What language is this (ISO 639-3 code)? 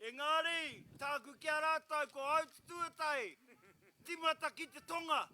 mri